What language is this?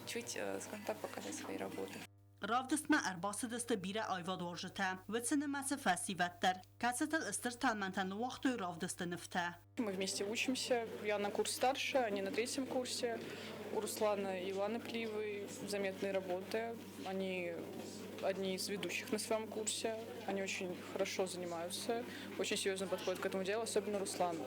Ossetic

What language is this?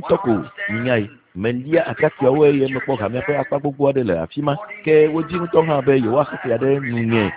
Ewe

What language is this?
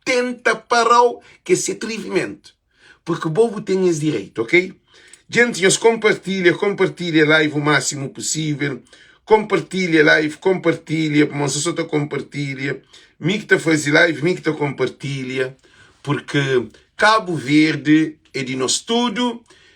Kabuverdianu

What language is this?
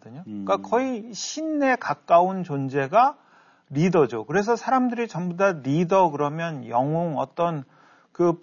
Korean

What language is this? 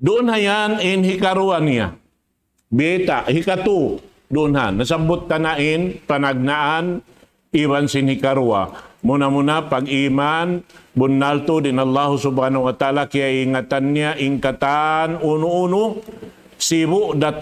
Tausug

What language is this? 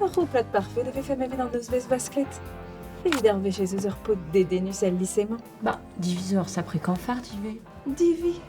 Breton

